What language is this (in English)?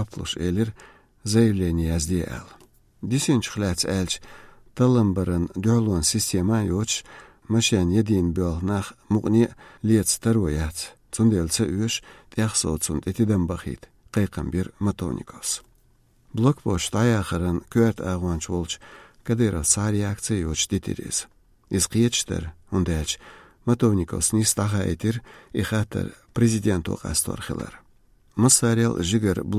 Chechen